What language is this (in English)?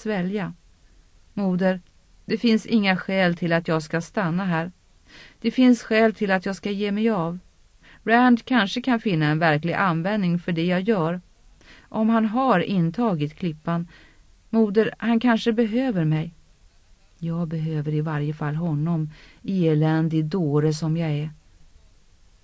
Swedish